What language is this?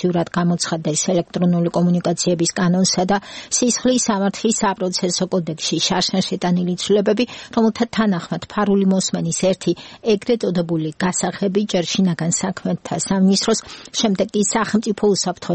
Georgian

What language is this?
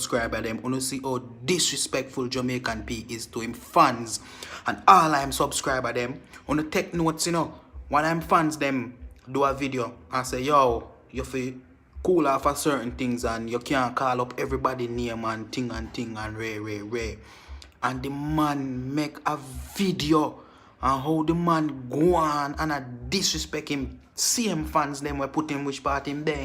Jamaican Creole English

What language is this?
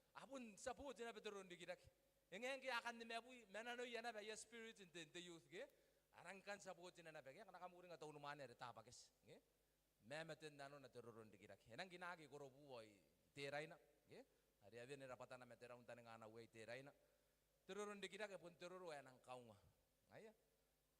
Gilbertese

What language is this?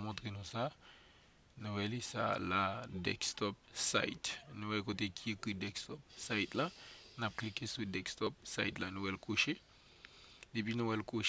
Haitian Creole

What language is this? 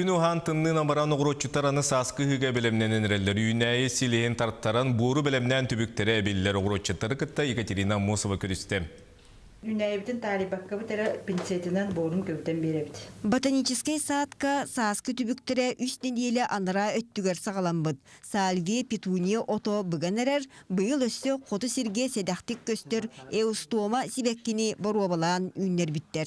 Yakut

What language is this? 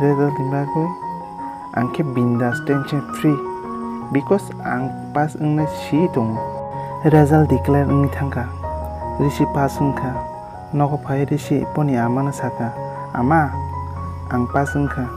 Kok Borok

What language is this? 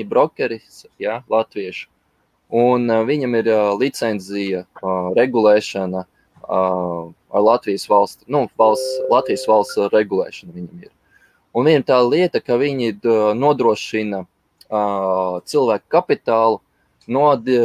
Latvian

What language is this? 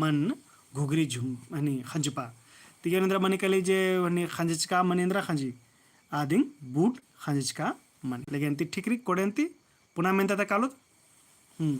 Kurukh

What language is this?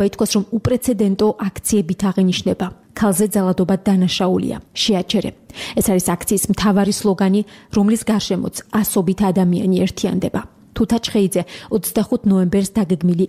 Georgian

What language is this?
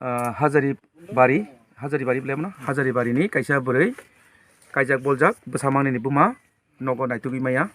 Kok Borok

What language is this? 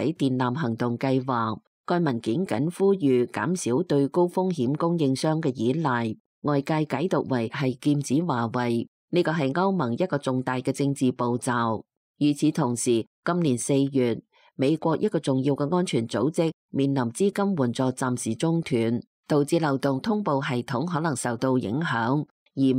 Cantonese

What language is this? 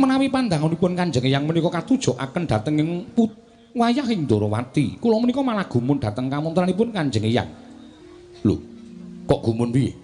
Javanese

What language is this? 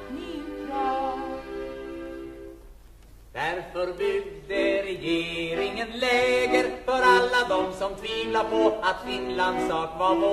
Swedish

